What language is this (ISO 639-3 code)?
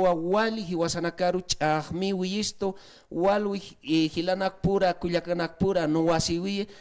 aym